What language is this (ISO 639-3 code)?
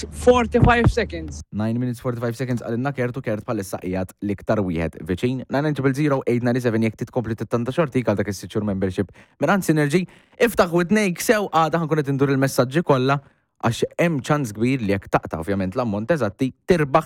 mlt